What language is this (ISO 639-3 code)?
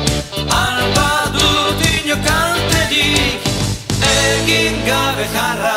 eus